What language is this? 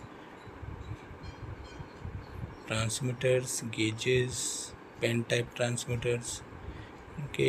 Hindi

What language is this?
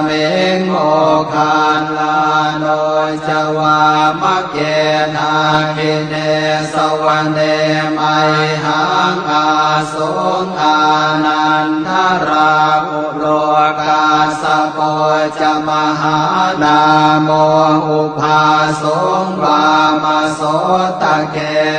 Pali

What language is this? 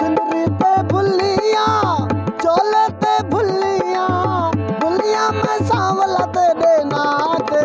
Saraiki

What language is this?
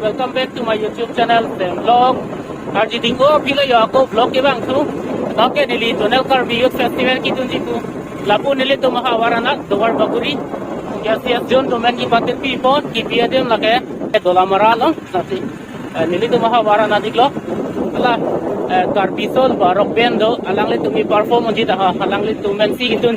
Karbi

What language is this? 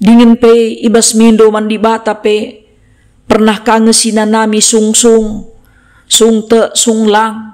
Batak Karo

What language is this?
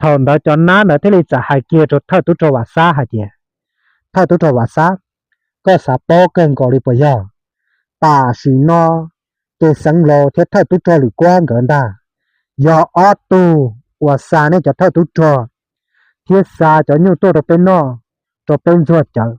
Hmong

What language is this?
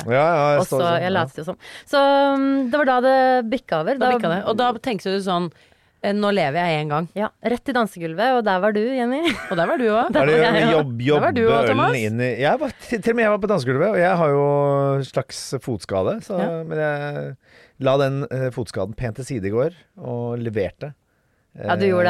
Norwegian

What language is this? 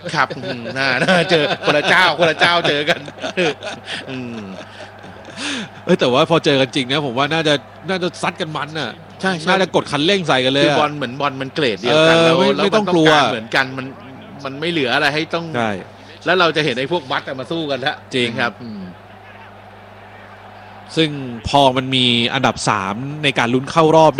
Thai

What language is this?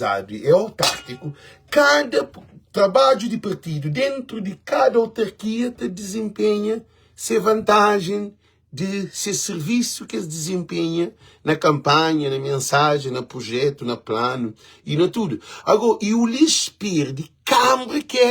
Kabuverdianu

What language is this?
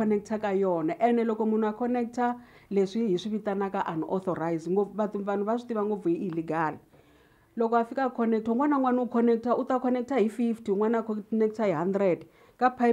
Tsonga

